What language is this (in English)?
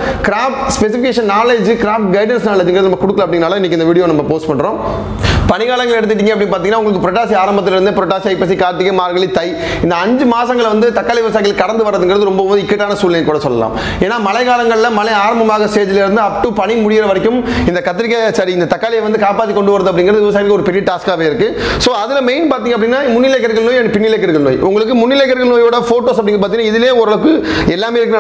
Tamil